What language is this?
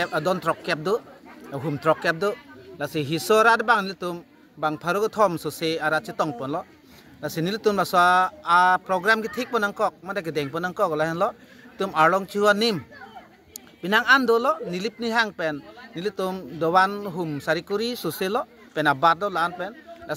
Karbi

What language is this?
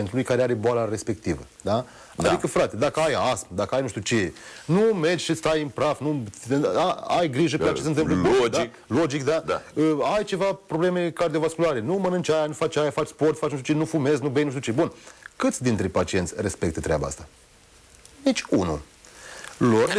Romanian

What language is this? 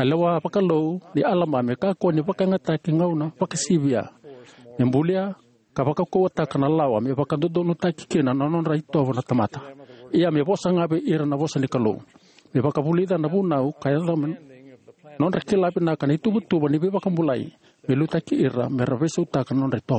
Fijian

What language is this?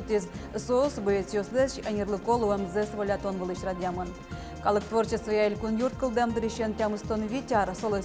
Udmurt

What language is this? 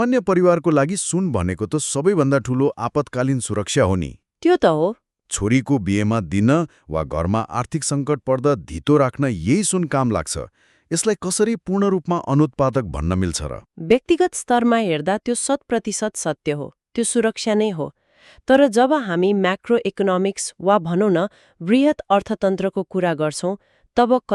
Nepali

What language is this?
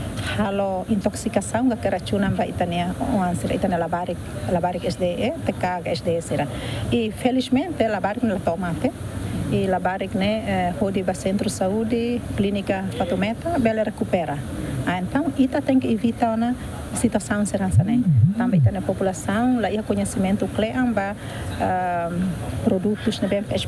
Tetum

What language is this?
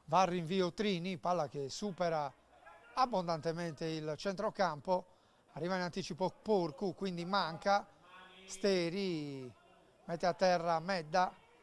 Italian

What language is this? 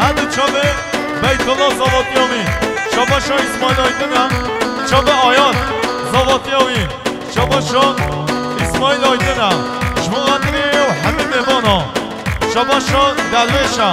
Kurdish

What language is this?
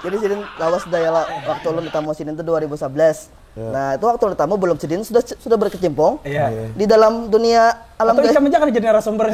Banjar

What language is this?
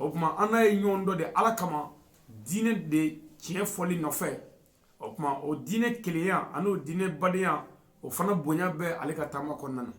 Bambara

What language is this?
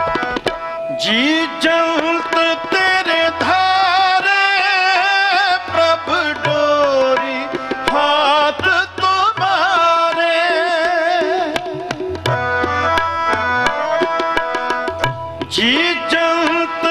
Punjabi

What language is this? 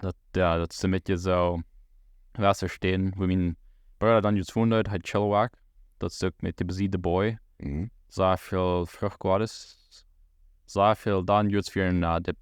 Plautdietsch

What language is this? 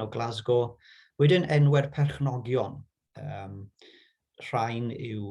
Welsh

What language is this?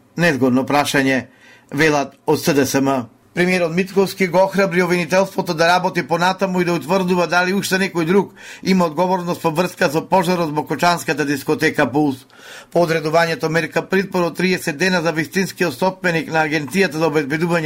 Macedonian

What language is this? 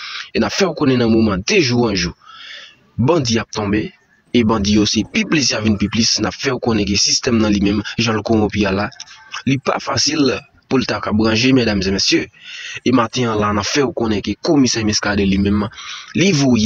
Haitian Creole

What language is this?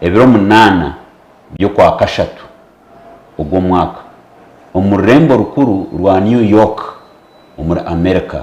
Nyankole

